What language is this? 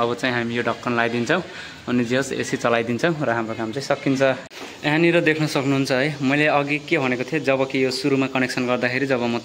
Nepali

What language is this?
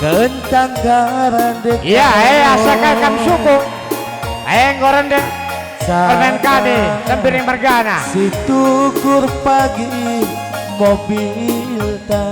Batak Karo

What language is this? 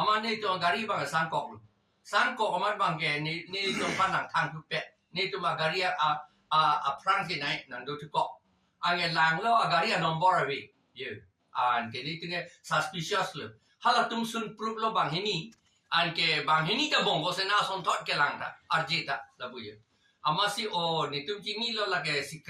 Karbi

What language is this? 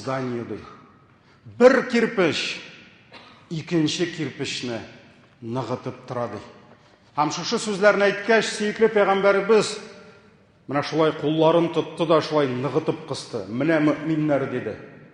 Tatar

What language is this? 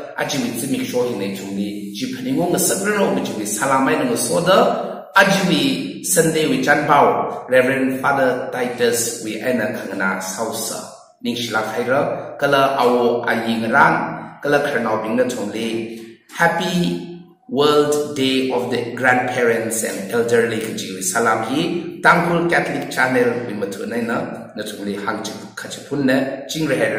Tangkhul Naga (India)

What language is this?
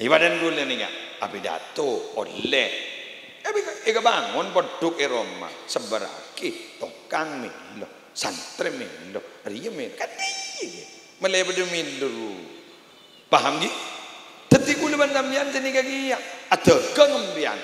Madurese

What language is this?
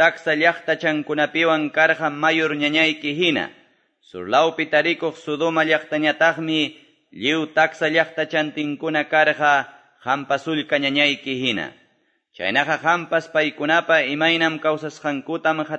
Quechua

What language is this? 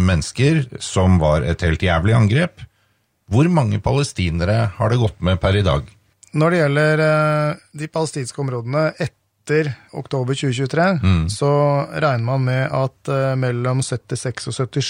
Norwegian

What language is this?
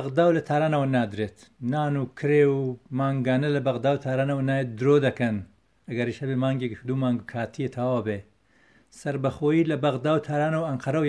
Central Kurdish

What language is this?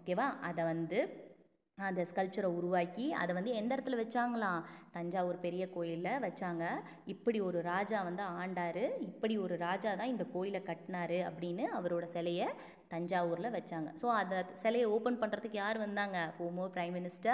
Tamil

